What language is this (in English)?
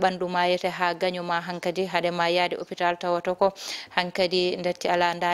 Fula